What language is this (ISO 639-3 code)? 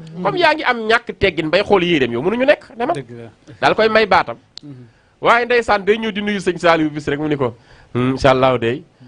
wol